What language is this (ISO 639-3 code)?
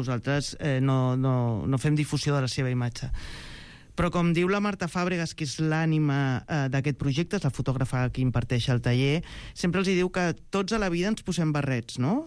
cat